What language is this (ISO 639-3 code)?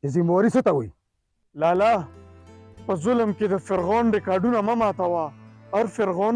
pus